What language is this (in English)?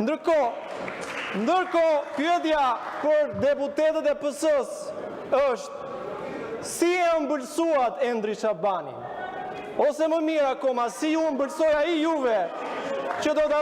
Albanian